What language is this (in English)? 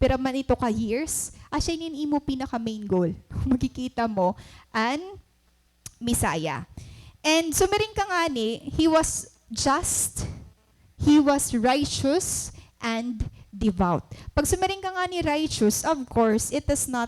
Waray